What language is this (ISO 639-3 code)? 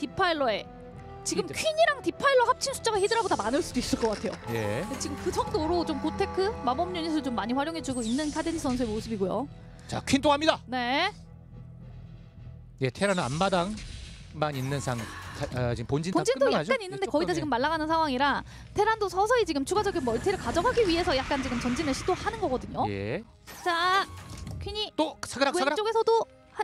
kor